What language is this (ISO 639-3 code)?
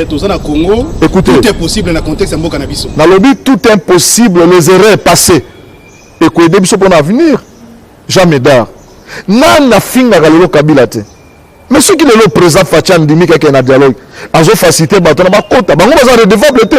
lin